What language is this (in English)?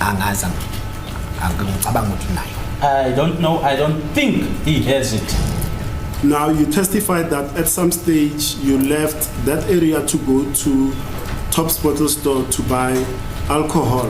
Zulu